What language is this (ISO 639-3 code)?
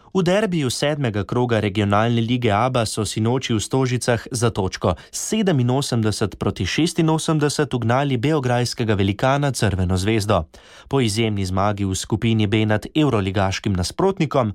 slv